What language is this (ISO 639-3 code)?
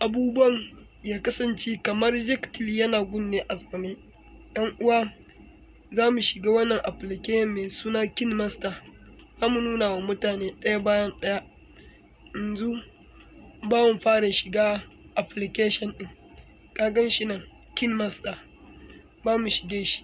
hau